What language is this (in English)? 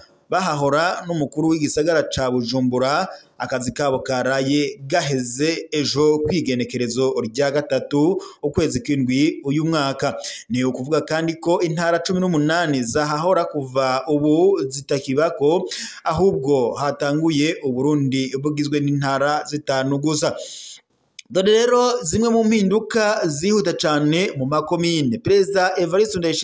Rundi